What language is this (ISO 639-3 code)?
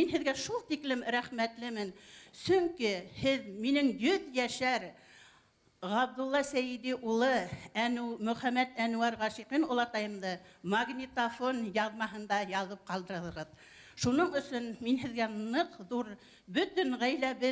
bak